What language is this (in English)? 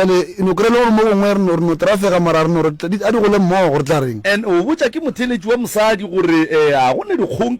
Northern Sotho